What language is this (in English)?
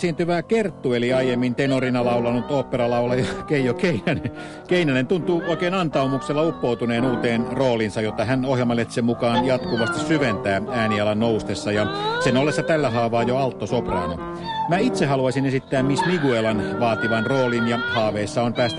Finnish